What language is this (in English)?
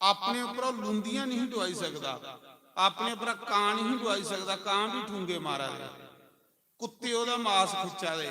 Dogri